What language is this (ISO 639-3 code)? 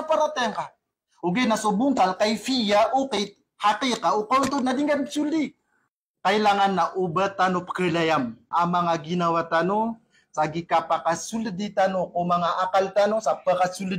mrw